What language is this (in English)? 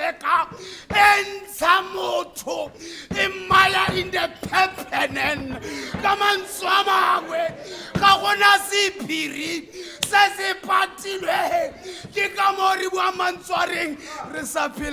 Tswana